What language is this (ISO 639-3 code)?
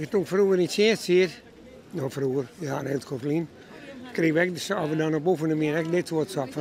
fry